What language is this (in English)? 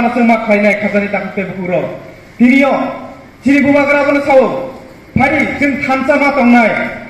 Kok Borok